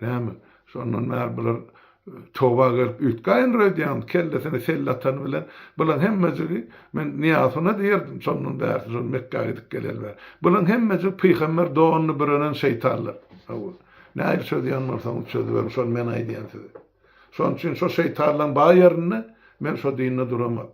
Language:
Turkmen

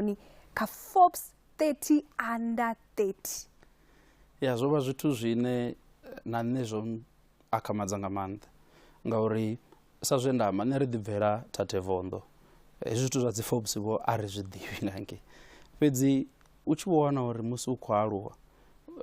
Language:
Venda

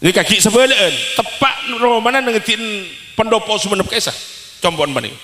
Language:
Madurese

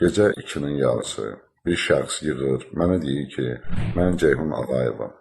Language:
Azerbaijani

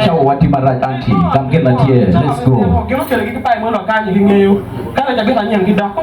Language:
Acoli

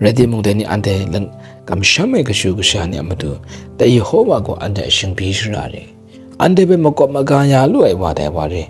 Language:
Kachin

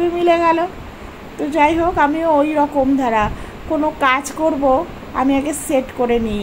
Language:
Bangla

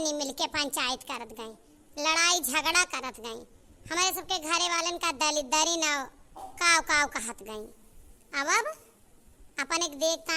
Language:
Awadhi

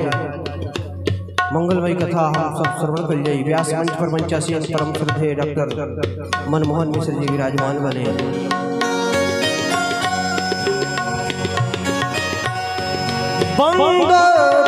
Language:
Bhojpuri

